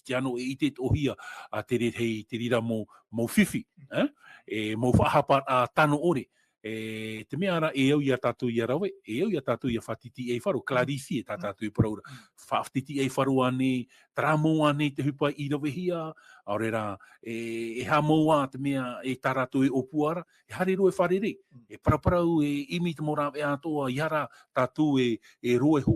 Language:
Tahitian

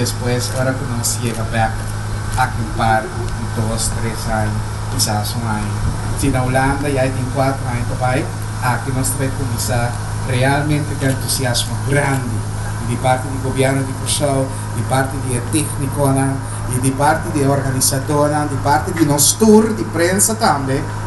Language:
Papiamento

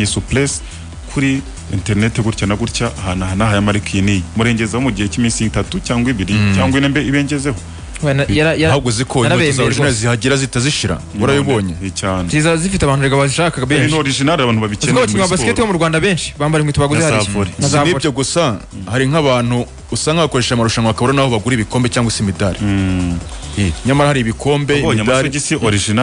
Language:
Kinyarwanda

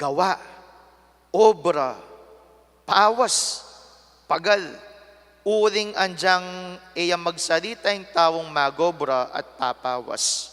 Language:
Pampanga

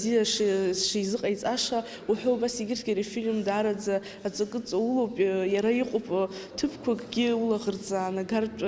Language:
Abkhazian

